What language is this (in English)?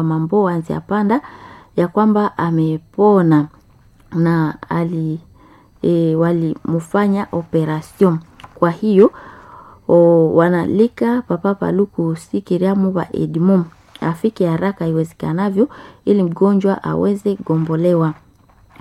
Swahili